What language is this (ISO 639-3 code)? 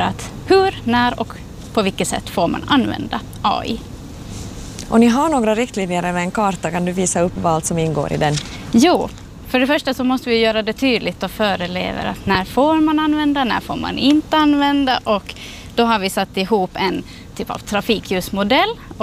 swe